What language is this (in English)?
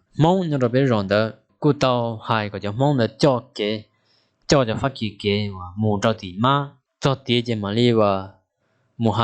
Hmong